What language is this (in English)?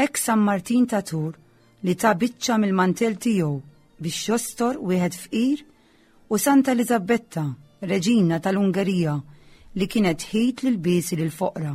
Maltese